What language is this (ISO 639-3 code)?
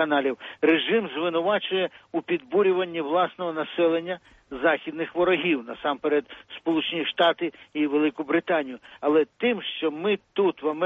ukr